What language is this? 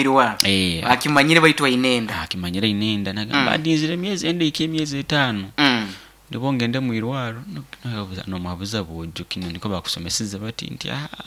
Nyoro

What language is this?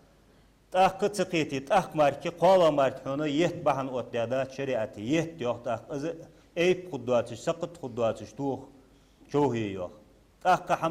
Ingush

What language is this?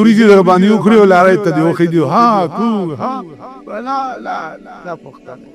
Pashto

